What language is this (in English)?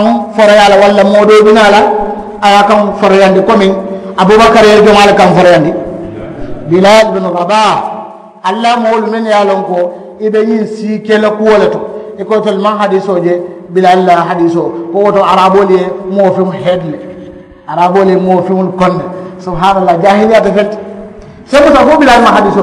Mandingo